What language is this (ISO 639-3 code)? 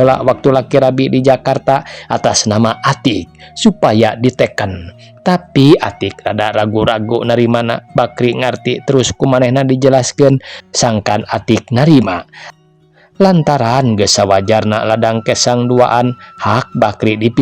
sun